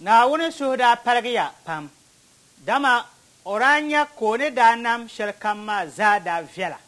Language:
Dagbani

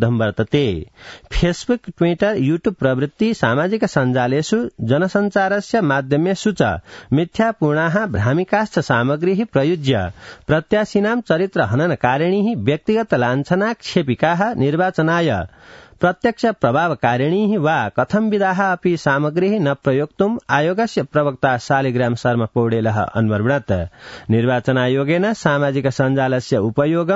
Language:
Sanskrit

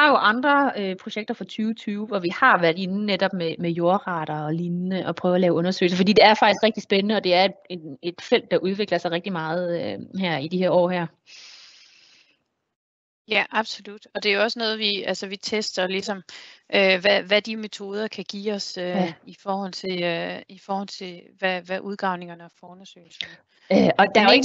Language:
Danish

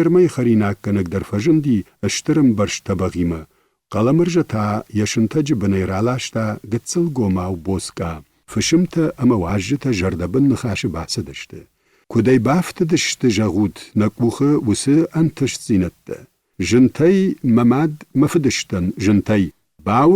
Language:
Ossetic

